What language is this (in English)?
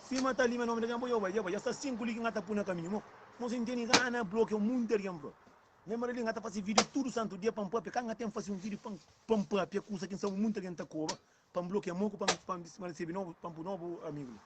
Kabuverdianu